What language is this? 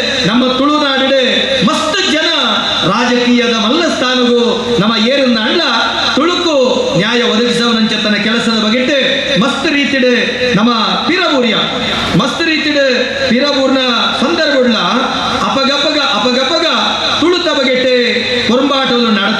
Tulu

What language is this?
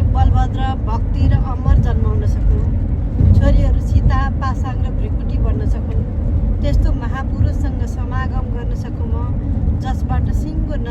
Nepali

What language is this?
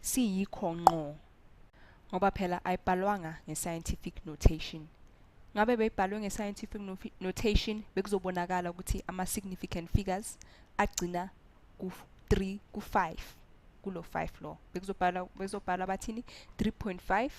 Zulu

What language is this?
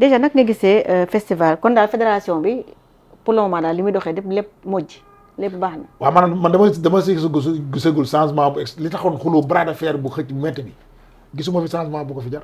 Wolof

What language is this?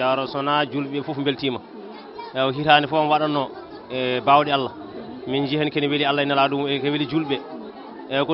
Fula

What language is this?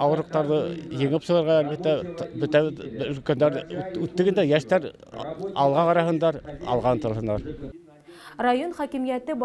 Bashkir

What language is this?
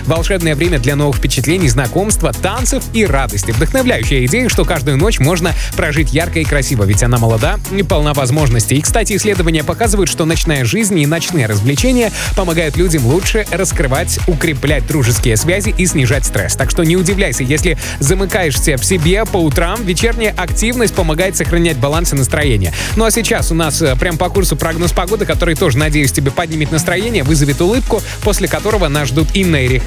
Russian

